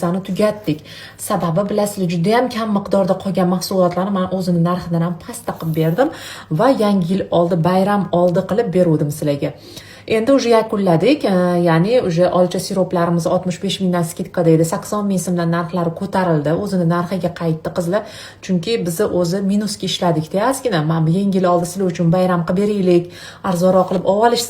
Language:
Uzbek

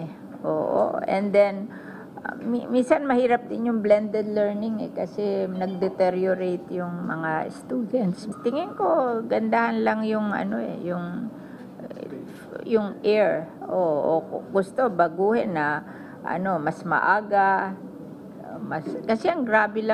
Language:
Filipino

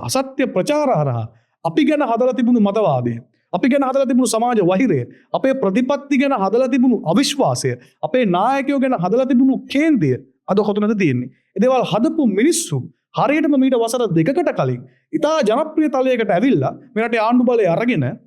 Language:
Sinhala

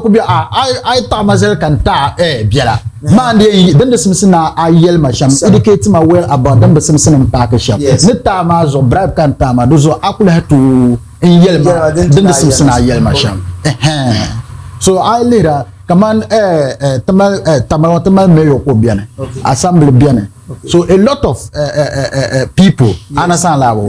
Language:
Dagbani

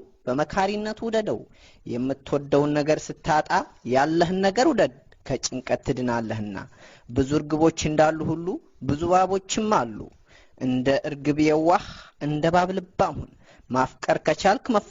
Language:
Amharic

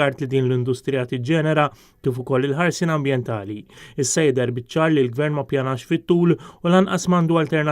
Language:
Maltese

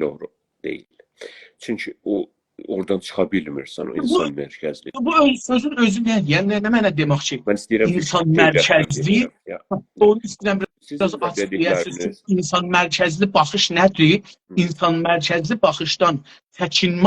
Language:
South Azerbaijani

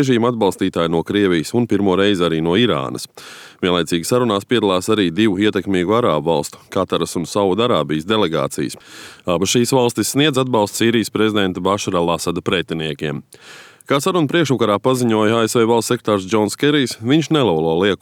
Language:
Latvian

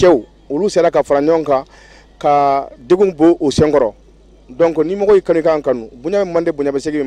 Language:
Bambara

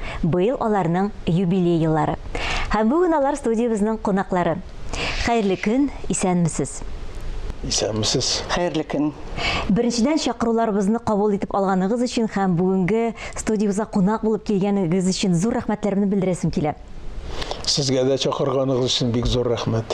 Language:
Tatar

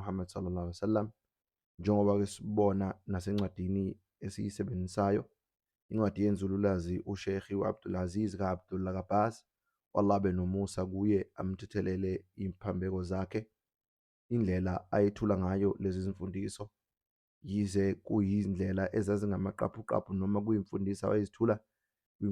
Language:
Zulu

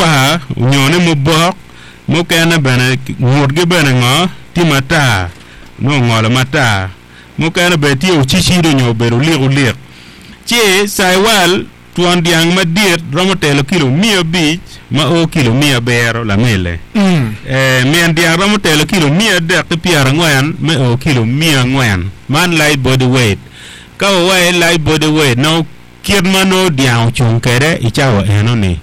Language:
Acoli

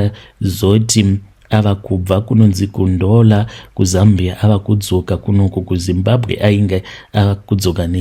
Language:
Shona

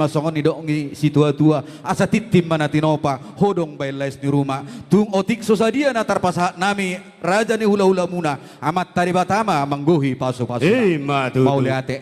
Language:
Batak Toba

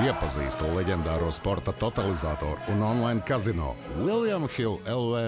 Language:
Latvian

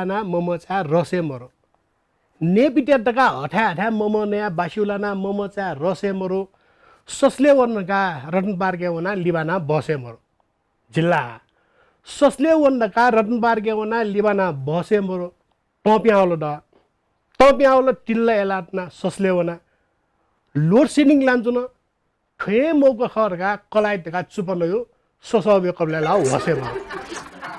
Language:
Newari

